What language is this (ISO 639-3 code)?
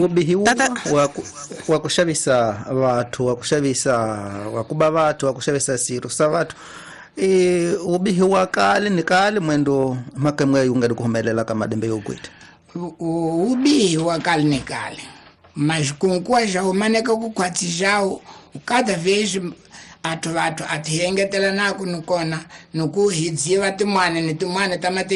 tso